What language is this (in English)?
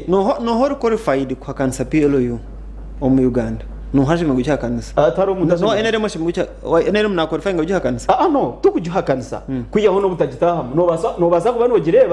Nyankole